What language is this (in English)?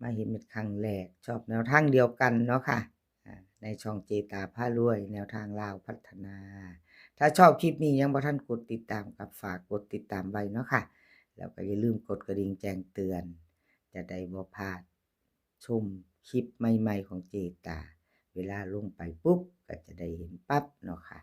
Northeastern Thai